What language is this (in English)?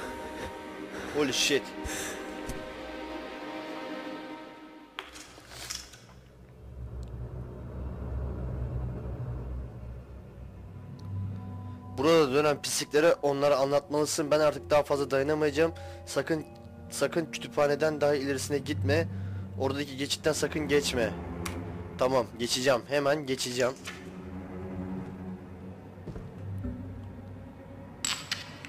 Turkish